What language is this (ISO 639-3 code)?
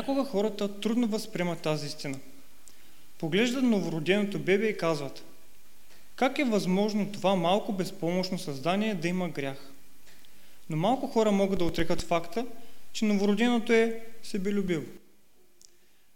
bul